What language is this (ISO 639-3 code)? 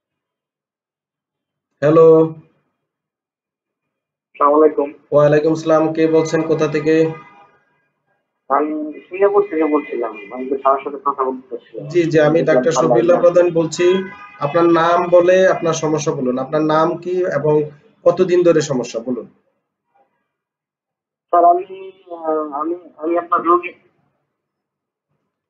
ben